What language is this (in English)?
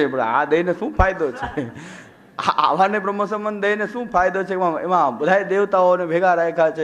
Gujarati